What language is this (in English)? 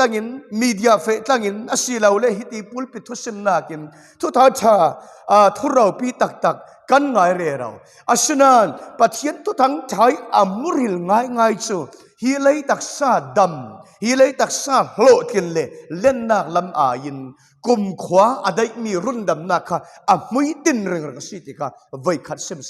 Falam Chin